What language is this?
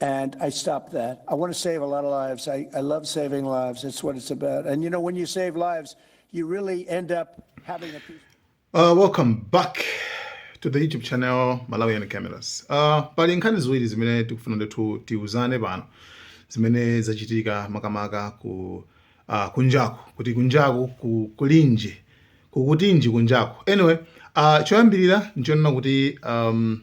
Nyanja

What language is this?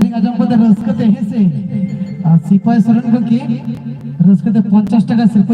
Santali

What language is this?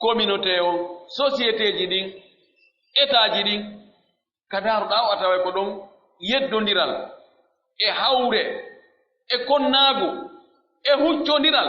Pular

